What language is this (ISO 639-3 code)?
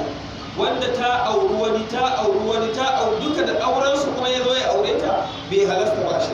hau